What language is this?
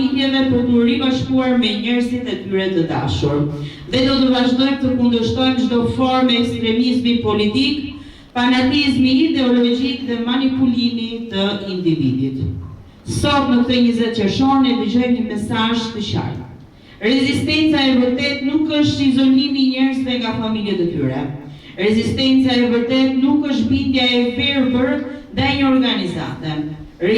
Albanian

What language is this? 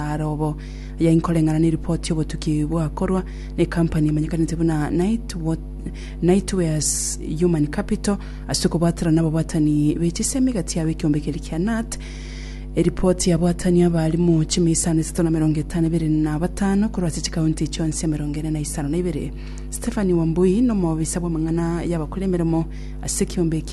Gusii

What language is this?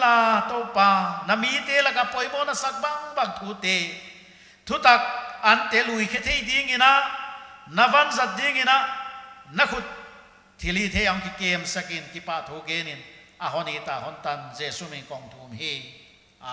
Paite Chin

